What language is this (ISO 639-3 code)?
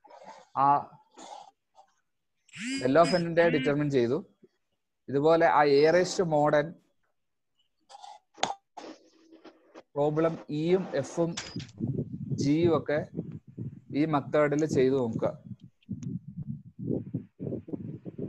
mal